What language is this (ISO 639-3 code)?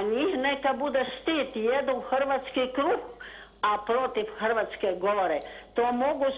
hrv